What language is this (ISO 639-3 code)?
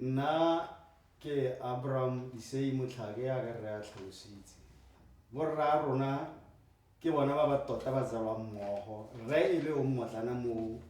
tsn